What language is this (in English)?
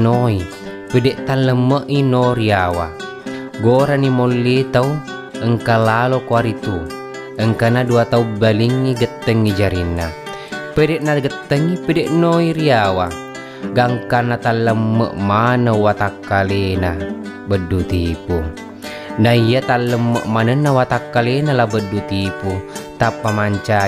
Buginese